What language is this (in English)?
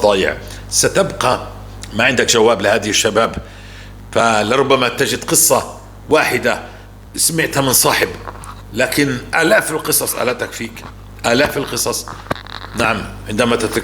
North Levantine Arabic